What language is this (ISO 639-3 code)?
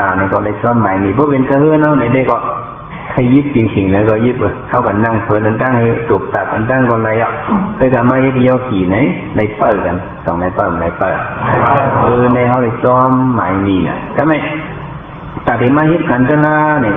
shn